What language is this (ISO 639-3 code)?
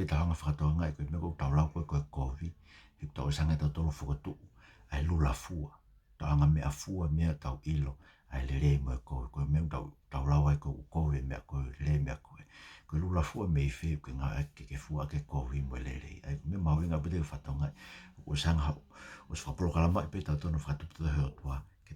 ton